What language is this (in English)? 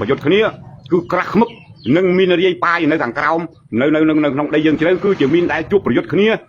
Khmer